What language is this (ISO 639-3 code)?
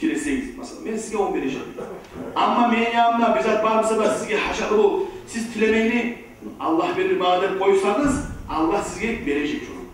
kum